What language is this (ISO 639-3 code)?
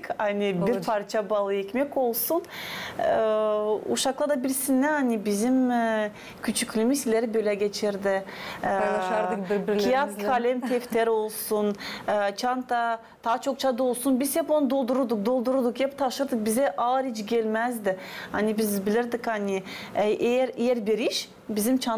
gag